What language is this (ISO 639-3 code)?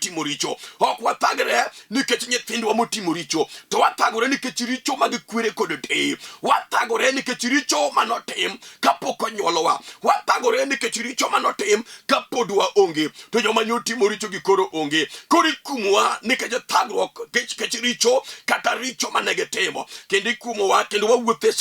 luo